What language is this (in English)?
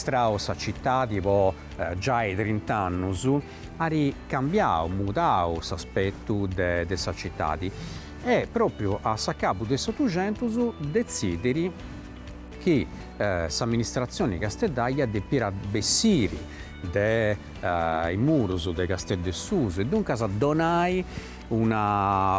Sardinian